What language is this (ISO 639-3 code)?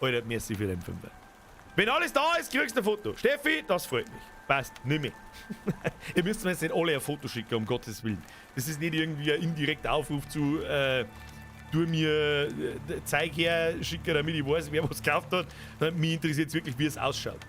bar